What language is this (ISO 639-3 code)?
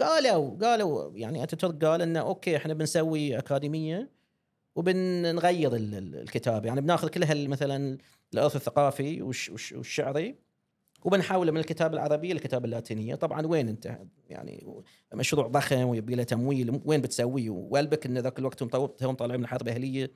afb